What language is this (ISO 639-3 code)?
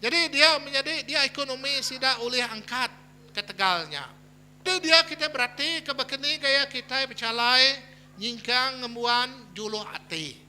iba